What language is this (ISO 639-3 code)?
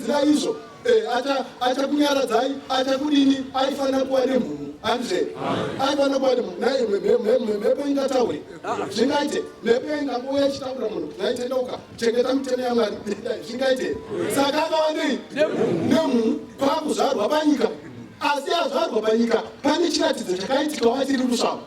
sna